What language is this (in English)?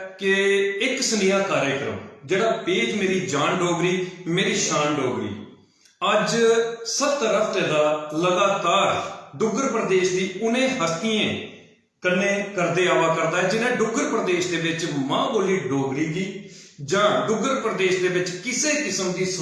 Dogri